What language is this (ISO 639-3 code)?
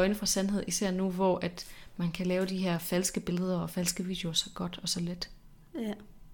dan